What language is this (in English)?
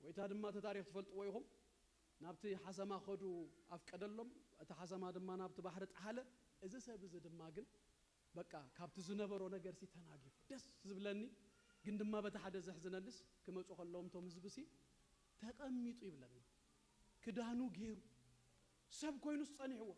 Tigrinya